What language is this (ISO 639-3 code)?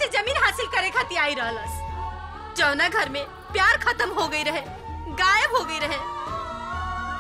bho